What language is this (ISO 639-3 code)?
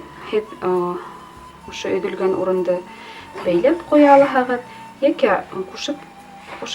bak